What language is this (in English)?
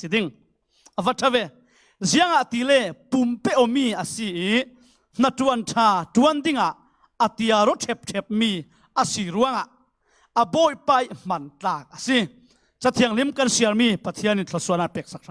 Falam Chin